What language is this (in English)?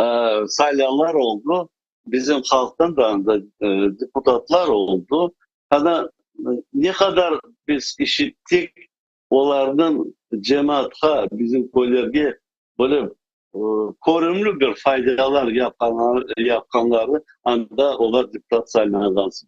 Crimean Tatar